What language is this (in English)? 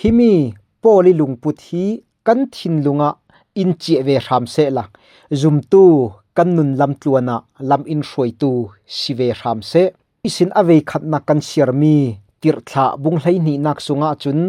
Falam Chin